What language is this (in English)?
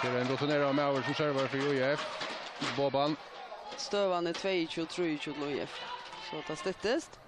Faroese